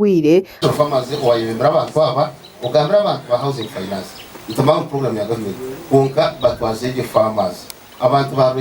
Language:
Nyankole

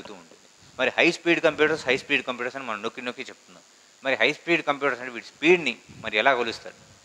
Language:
Telugu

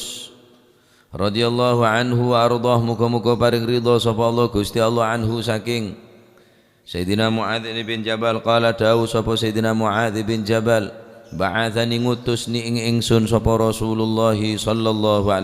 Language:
Madurese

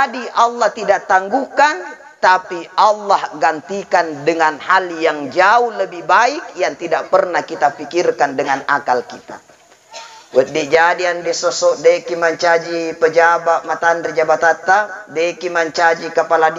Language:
Buginese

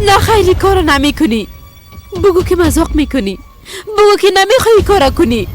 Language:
Persian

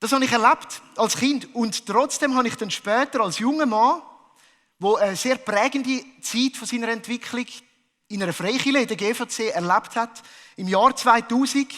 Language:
Swiss German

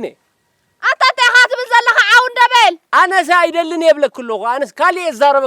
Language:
Tigrinya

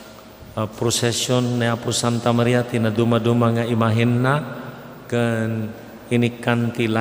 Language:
Iloko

